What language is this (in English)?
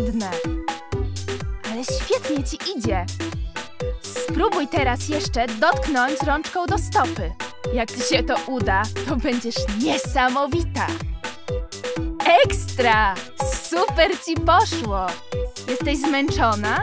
Polish